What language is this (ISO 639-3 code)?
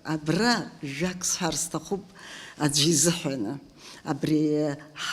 abk